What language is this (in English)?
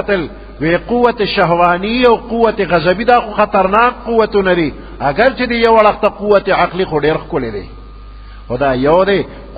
Pashto